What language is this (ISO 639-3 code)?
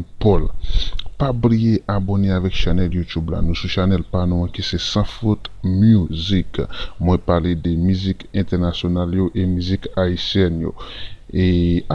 hat